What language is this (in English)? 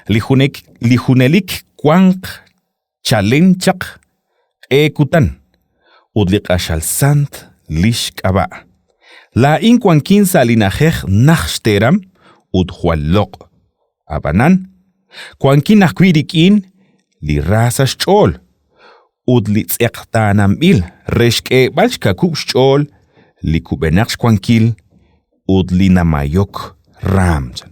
Kekchí